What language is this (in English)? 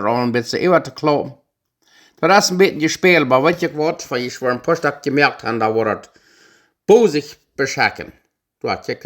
Plautdietsch